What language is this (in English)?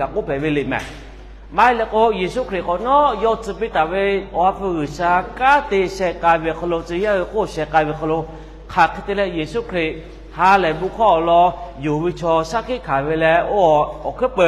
Lahu